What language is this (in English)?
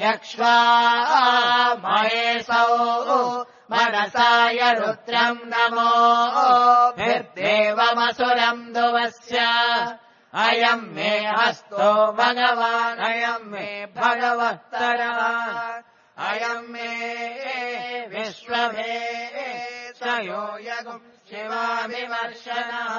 Sanskrit